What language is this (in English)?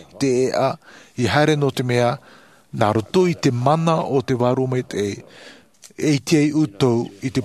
Tahitian